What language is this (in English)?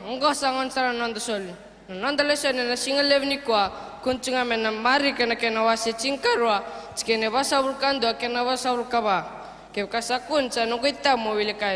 Fijian